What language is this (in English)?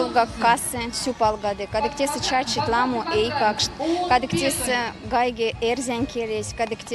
Erzya